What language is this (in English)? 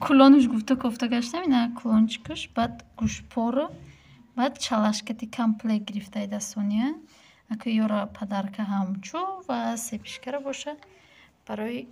Tajik